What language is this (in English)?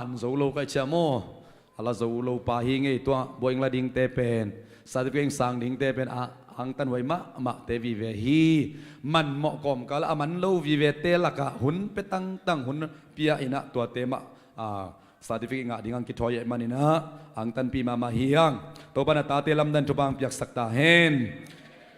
Tedim Chin